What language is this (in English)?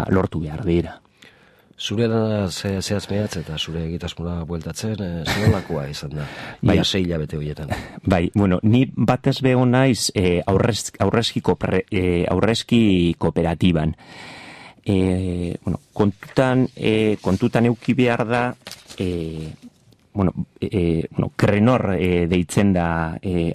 Basque